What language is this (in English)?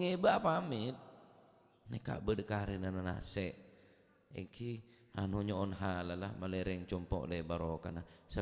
Madurese